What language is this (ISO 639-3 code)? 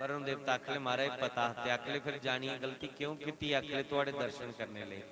doi